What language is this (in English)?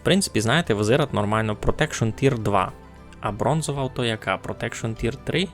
Rusyn